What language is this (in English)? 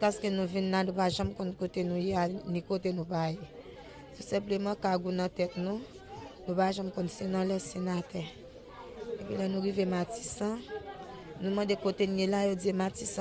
Haitian Creole